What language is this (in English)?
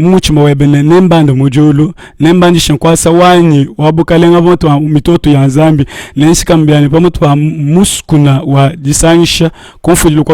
Luba-Lulua